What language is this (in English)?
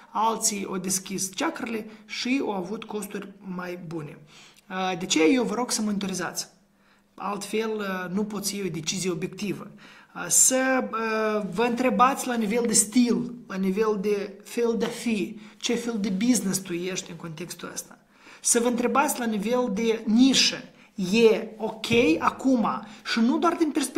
Romanian